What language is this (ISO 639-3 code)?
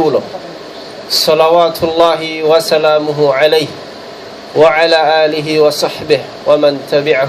tsg